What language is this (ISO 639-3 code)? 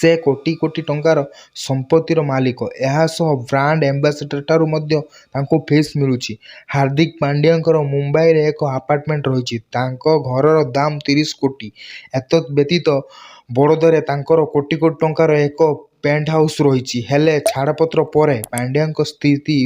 ori